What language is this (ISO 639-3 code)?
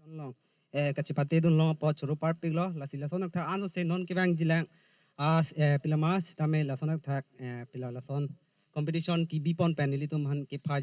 mjw